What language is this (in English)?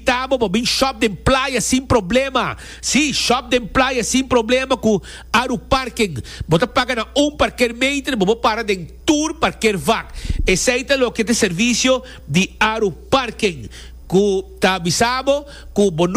Papiamento